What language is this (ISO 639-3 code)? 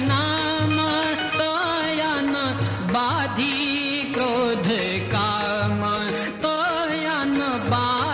mar